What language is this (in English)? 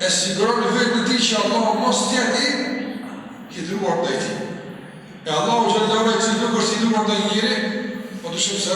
Albanian